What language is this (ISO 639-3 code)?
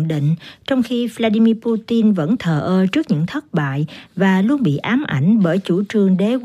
vie